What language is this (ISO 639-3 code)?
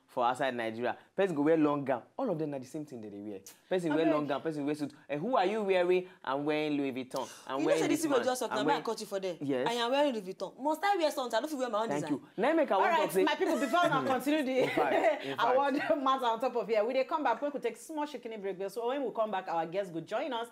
pcm